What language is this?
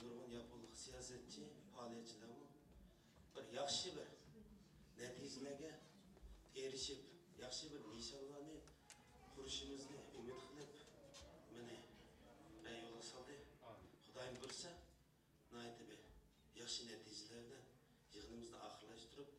Uyghur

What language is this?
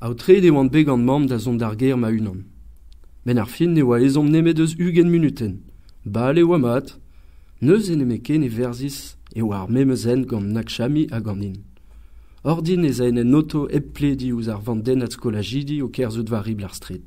Breton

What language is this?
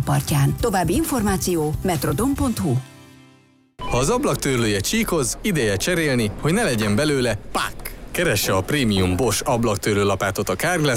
Hungarian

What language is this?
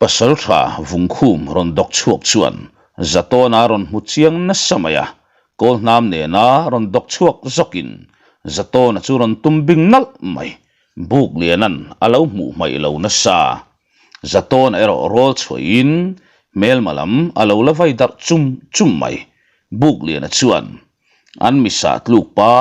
Mizo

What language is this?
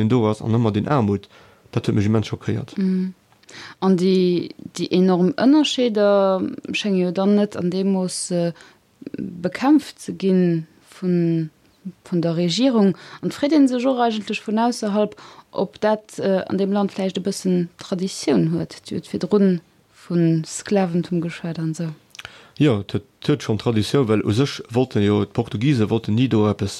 Luxembourgish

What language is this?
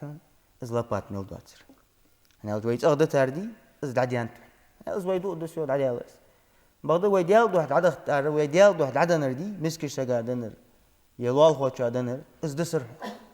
Ingush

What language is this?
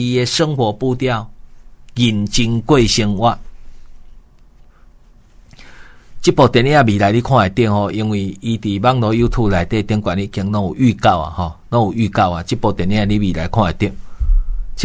Min Nan Chinese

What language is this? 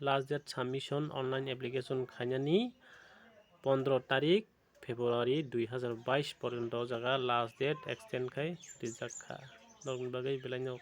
Kok Borok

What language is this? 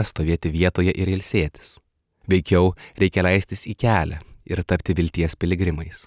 Lithuanian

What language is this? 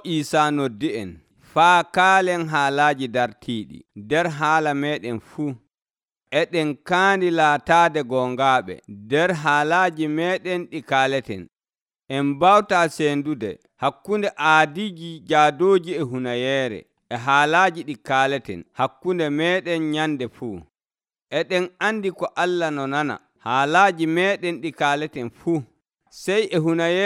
Nigerian Fulfulde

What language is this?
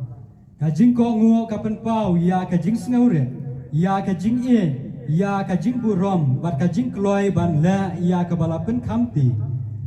Khasi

